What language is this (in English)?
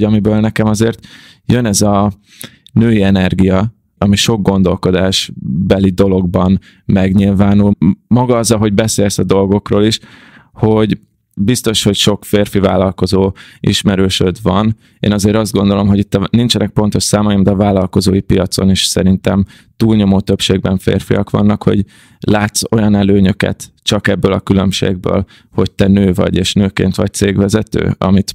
Hungarian